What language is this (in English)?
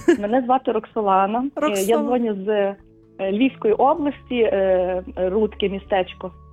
Ukrainian